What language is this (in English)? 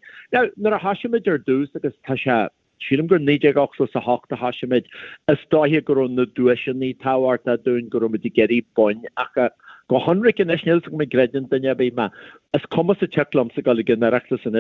Irish